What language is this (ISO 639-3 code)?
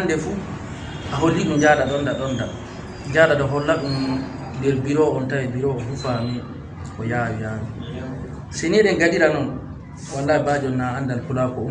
ful